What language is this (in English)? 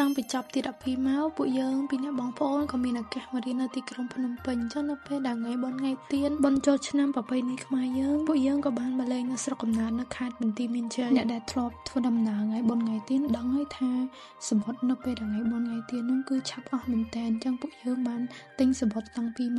Khmer